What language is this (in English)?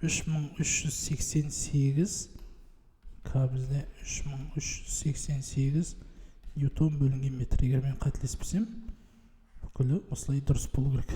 Kazakh